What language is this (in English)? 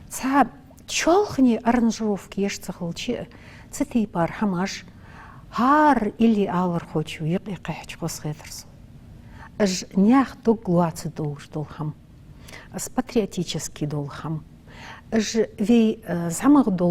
Ingush